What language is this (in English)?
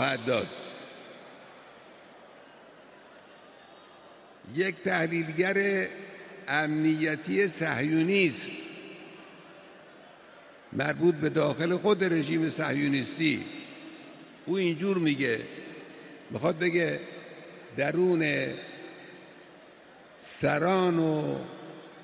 Persian